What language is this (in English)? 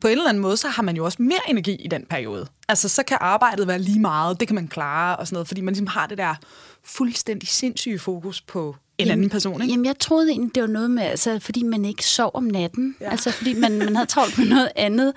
Danish